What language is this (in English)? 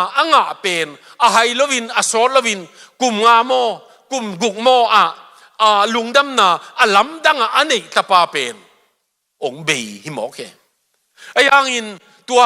Tedim Chin